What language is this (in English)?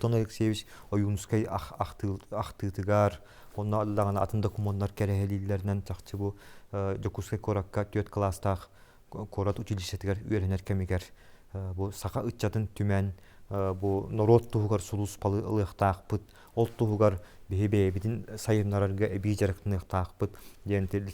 Yakut